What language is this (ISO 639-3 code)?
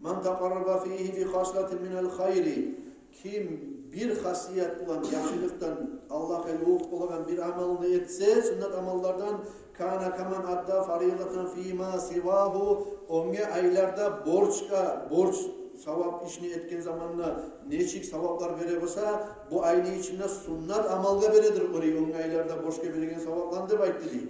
kum